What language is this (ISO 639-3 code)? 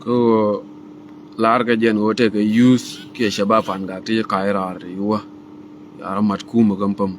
nus